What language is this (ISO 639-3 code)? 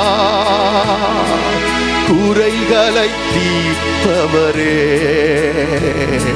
tam